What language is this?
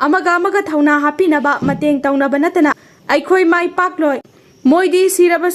Manipuri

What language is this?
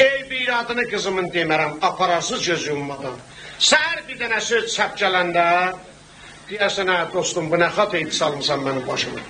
South Azerbaijani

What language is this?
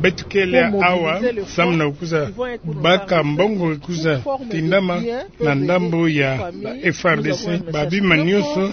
Kituba (Democratic Republic of Congo)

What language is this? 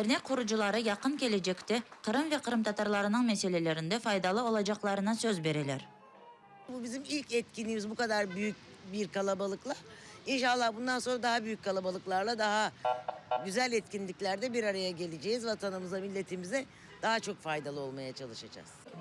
Crimean Tatar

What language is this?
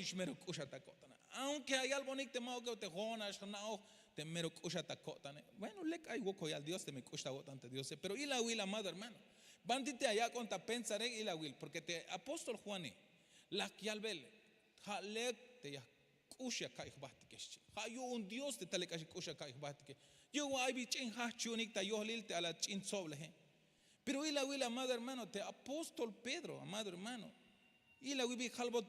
Tzeltal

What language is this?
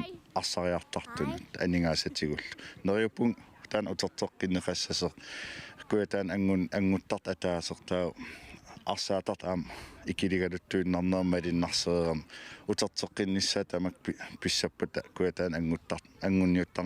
Kalaallisut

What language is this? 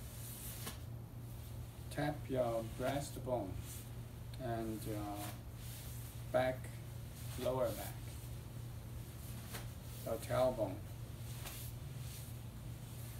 English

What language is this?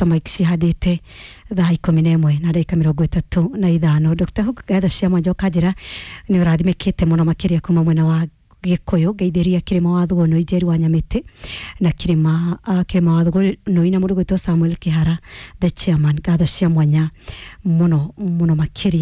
Kikuyu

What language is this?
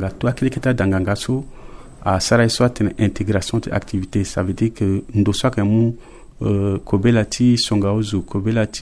Sango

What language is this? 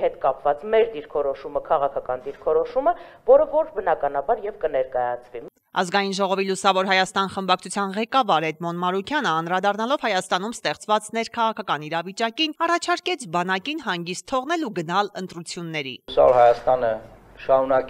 Armenian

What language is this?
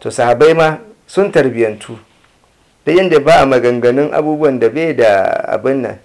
Hausa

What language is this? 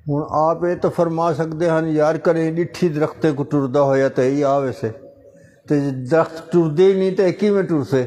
Saraiki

